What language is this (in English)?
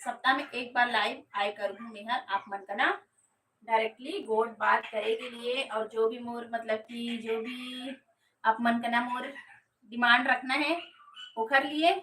Chhattisgarhi